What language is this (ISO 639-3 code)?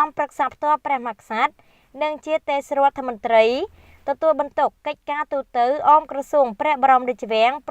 khm